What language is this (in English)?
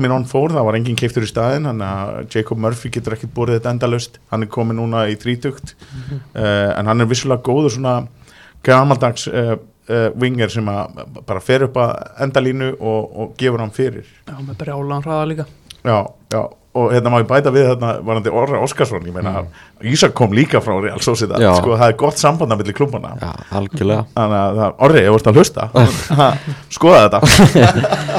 Icelandic